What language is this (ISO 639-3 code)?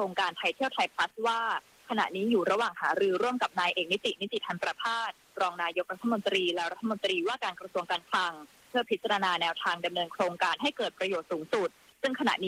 tha